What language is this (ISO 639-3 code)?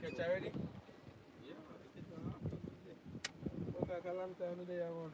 jam